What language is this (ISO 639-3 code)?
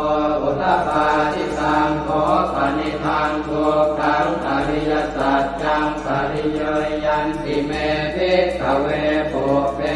pli